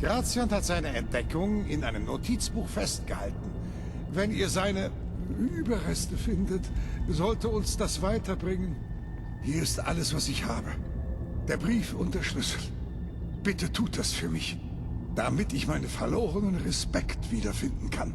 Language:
Bavarian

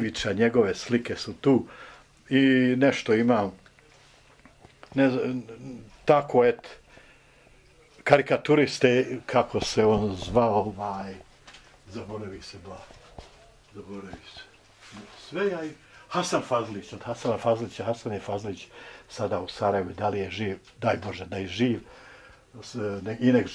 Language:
Bosnian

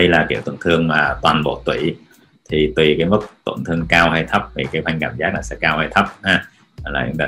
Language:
Vietnamese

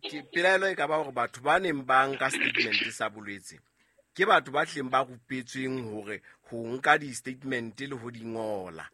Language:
Southern Sotho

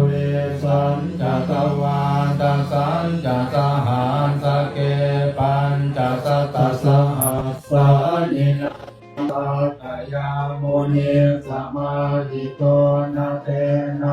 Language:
Pali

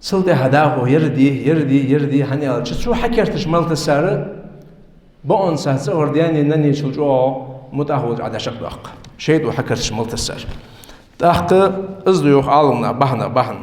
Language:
Ingush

